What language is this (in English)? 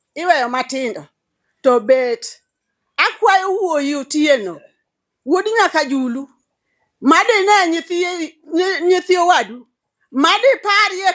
Luo (Kenya and Tanzania)